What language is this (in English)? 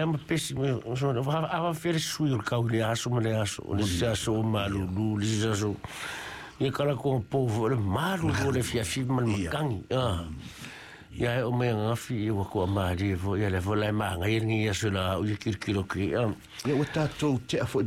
Samoan